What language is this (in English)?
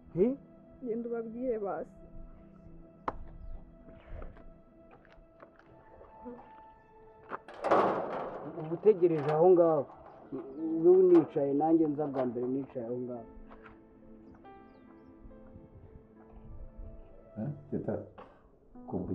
Kinyarwanda